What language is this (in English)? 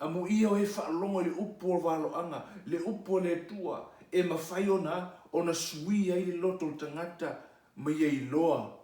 Samoan